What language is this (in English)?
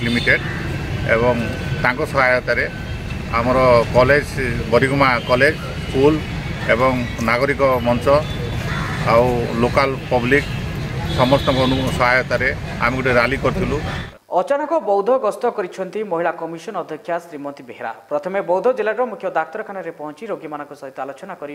Odia